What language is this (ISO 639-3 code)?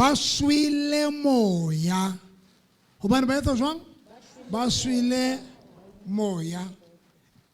sot